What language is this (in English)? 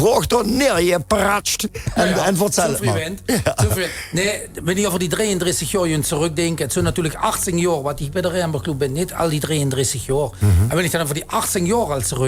Limburgish